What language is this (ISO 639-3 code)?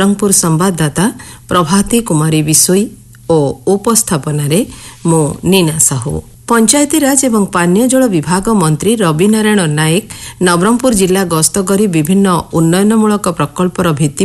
ori